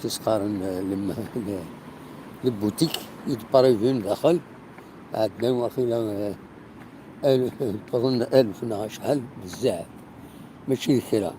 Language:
Kabyle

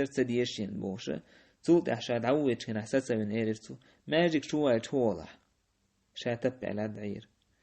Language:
Chechen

